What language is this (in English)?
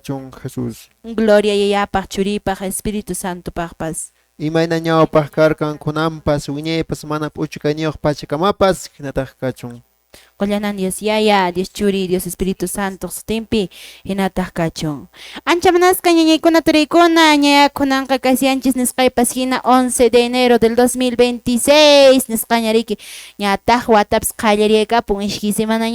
Quechua